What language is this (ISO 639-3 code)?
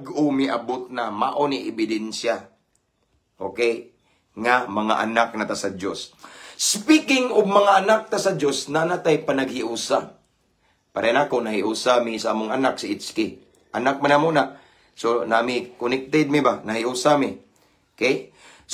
ceb